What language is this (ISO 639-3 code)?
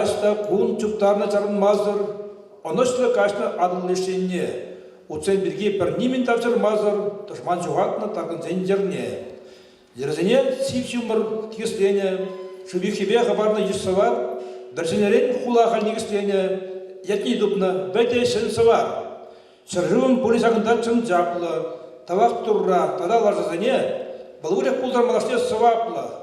chv